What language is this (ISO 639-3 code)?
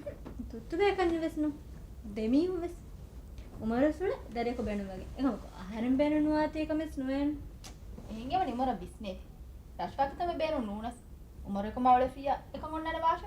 div